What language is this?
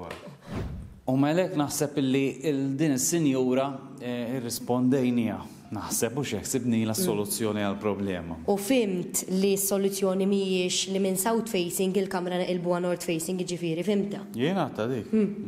Maltese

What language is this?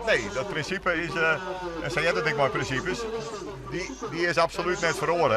Western Frisian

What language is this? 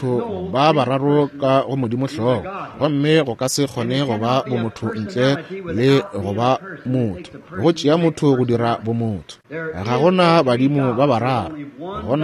Northern Sotho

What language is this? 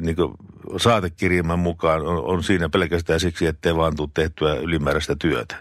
Finnish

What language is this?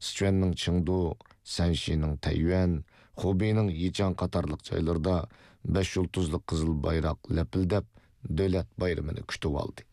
Uyghur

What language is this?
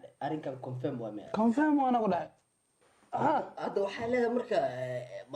Somali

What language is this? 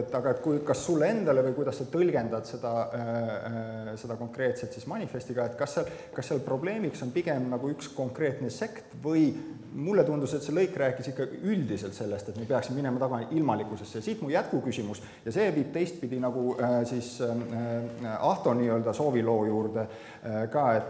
Estonian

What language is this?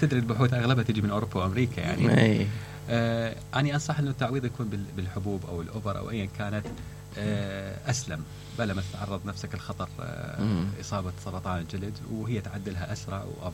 Mesopotamian Arabic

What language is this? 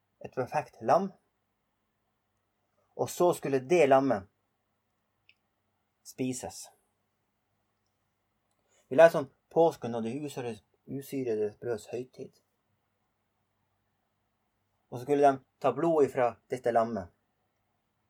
Norwegian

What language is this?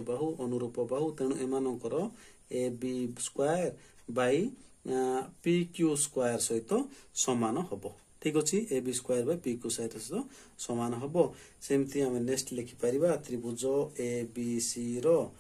Odia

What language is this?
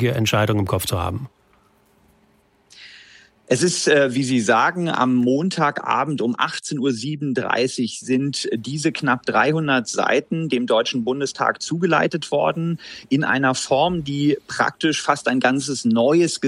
German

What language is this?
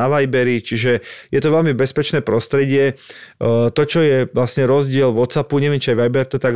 Slovak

